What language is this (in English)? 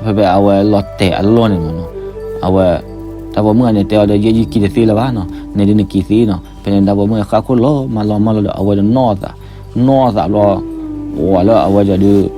S'gaw Karen